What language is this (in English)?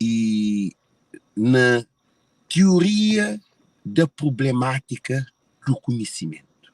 Kabuverdianu